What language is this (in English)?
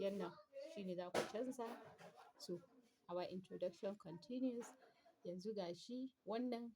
Hausa